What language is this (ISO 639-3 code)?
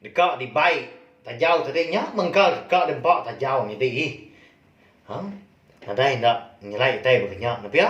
iba